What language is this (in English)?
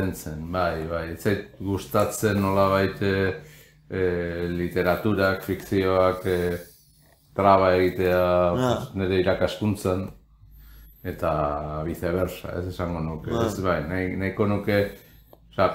Basque